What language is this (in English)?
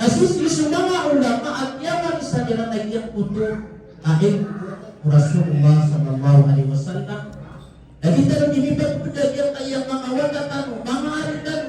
Maranao